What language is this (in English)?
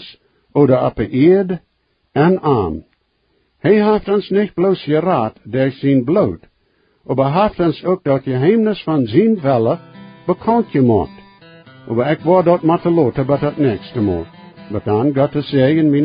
Plautdietsch